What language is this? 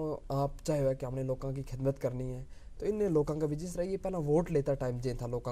Gujari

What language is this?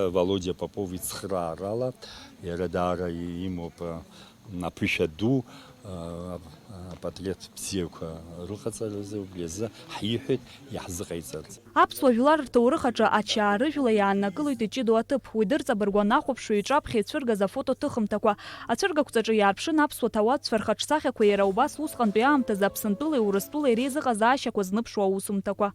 Abkhazian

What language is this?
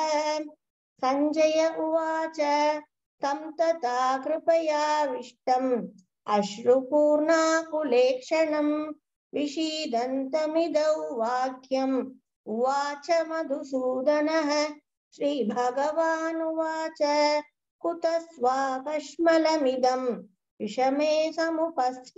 Sanskrit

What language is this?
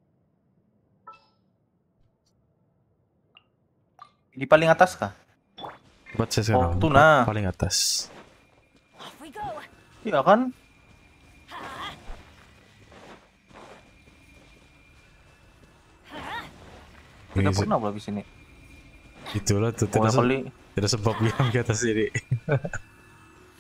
Indonesian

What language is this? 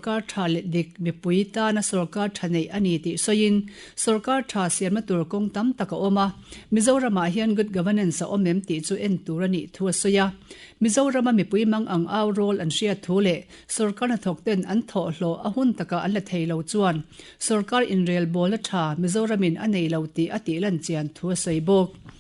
Mizo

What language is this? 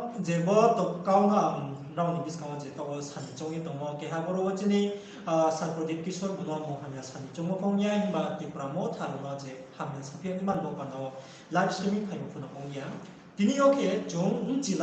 Riang (India)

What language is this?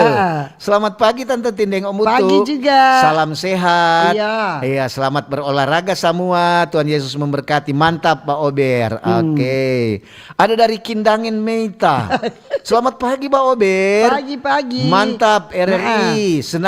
Manado Malay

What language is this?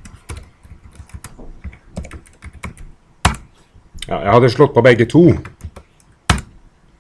Norwegian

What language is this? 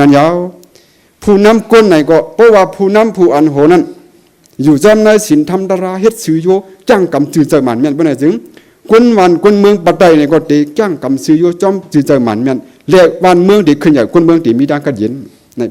Shan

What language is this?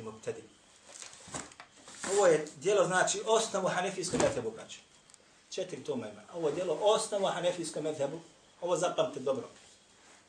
Bosnian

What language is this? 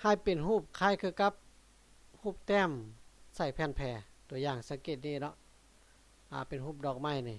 Lao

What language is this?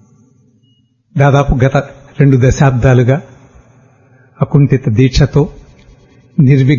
Telugu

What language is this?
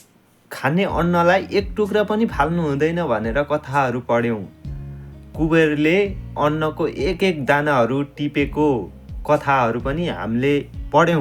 Nepali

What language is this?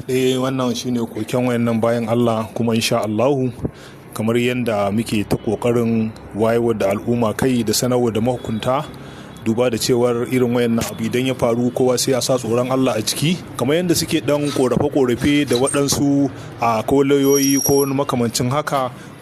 Hausa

